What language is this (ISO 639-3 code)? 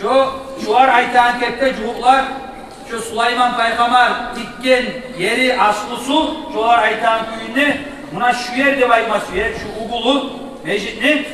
kum